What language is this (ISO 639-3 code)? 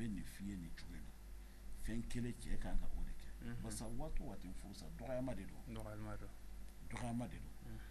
bam